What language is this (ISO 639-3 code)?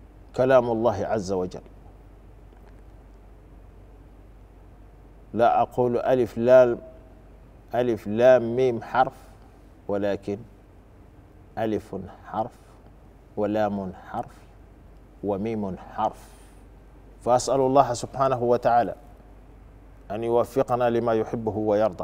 ara